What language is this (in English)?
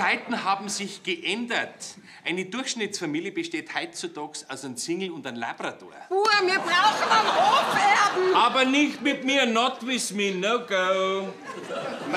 Bavarian